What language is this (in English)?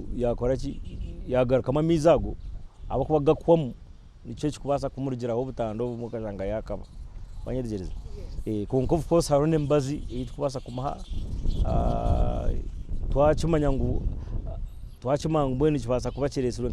Nyankole